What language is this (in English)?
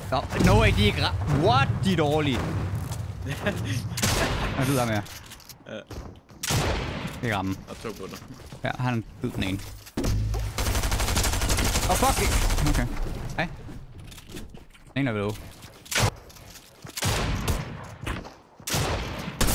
Danish